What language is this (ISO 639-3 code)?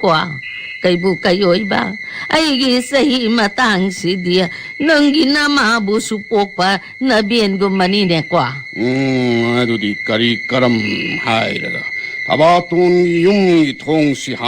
mni